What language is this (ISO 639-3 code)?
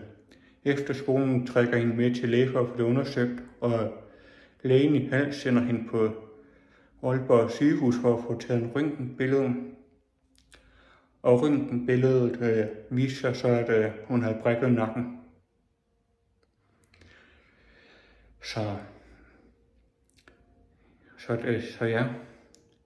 dan